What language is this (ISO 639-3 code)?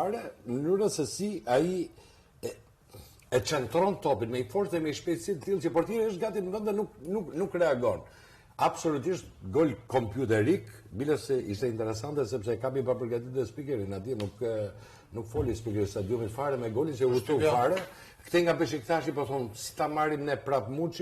sqi